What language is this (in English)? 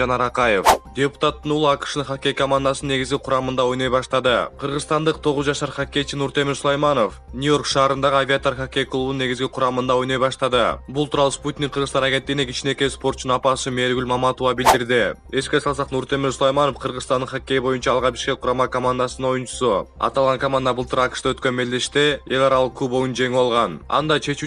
Kyrgyz